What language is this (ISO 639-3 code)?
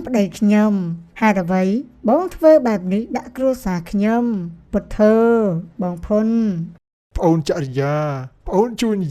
khm